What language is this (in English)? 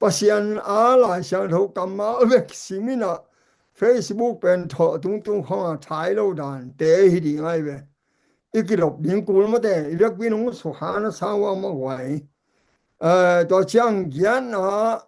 Tedim Chin